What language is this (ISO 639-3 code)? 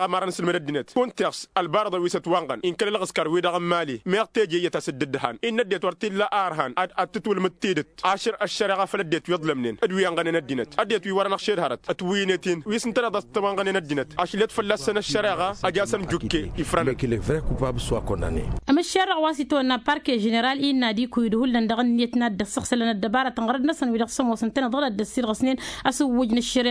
taq